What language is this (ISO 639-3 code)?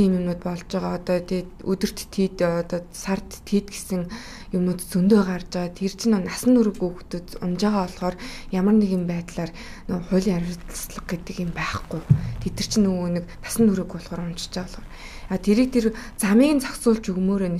mon